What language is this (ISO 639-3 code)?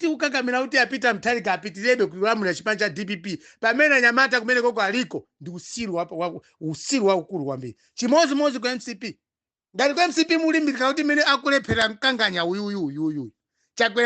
nya